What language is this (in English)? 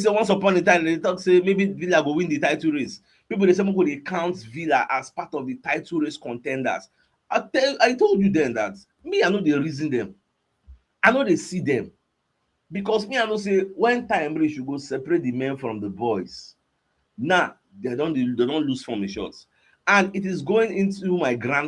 Nigerian Pidgin